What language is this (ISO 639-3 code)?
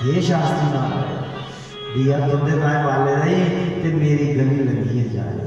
doi